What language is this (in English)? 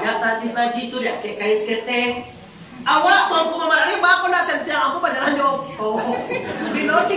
Minangkabau